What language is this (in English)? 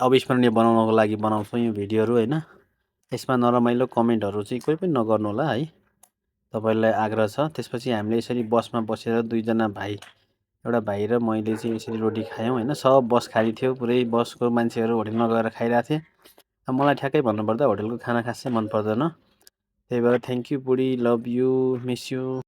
Nepali